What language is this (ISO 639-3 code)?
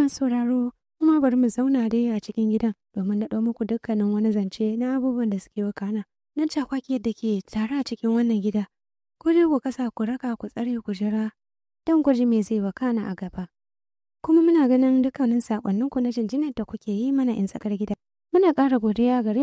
hau